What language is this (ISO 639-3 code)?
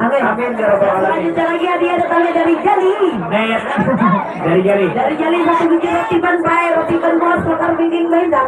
bjn